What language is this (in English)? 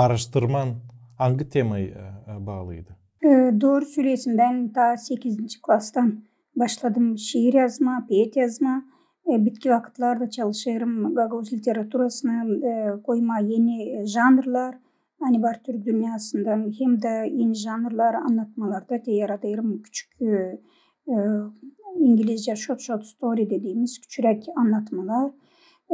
Gagauz